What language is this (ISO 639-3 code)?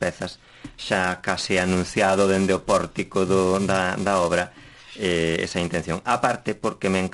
glg